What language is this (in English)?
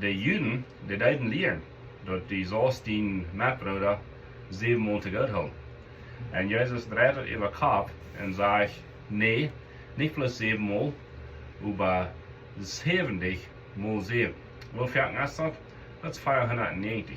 Plautdietsch